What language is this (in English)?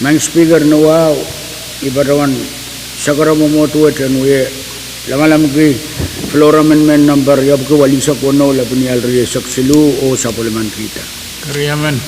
Pohnpeian